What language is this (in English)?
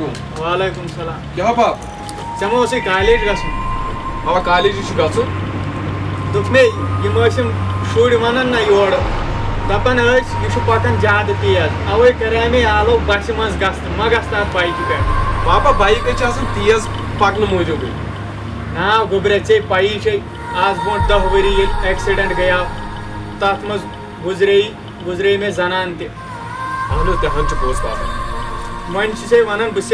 Kashmiri